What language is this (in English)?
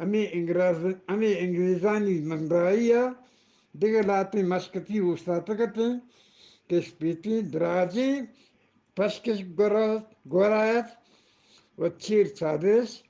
Eastern Balochi